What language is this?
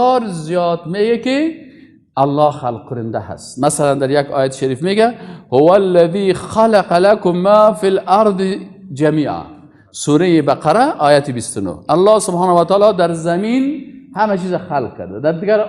Persian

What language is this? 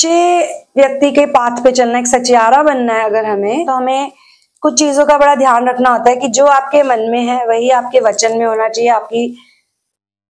Hindi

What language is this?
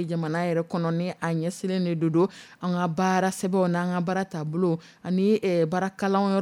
Dyula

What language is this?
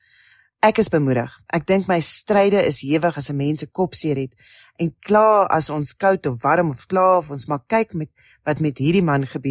Afrikaans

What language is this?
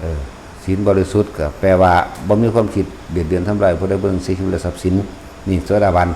Northeastern Thai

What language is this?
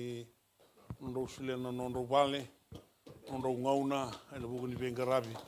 Fijian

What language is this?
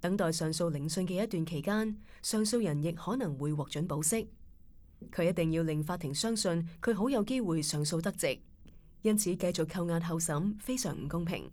Cantonese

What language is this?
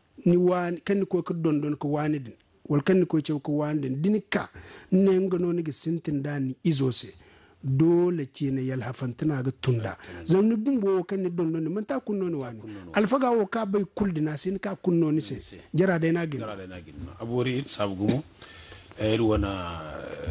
Zarma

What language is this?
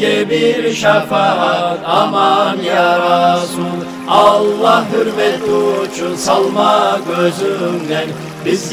Kumyk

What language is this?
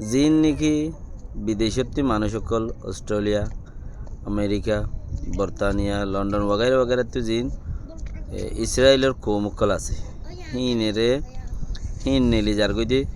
Rohingya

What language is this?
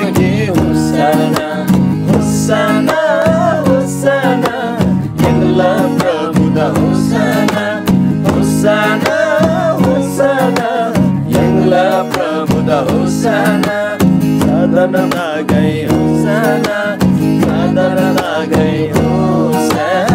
Eastern Tamang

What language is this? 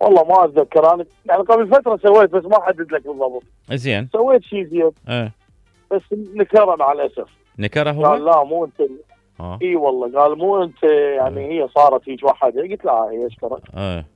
Mesopotamian Arabic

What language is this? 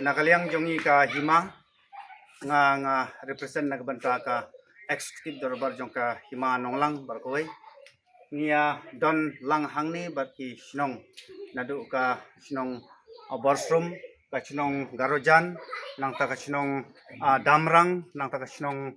Khasi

